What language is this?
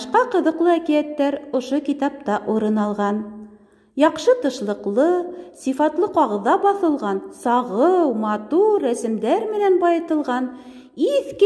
Bashkir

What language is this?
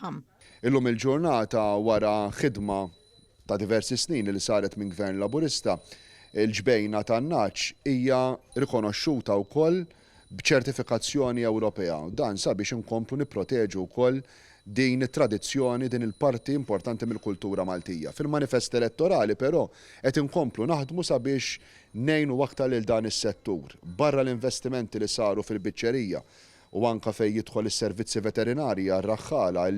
Maltese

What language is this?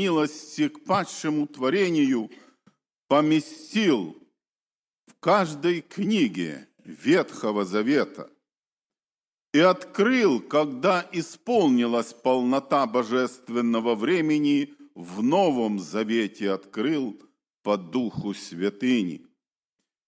Russian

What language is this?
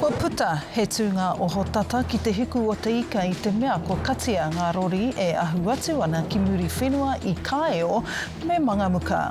Māori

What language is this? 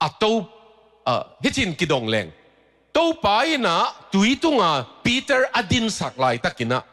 Tedim Chin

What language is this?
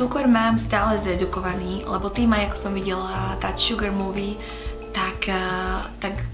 Slovak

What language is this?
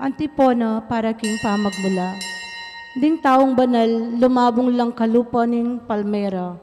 Pampanga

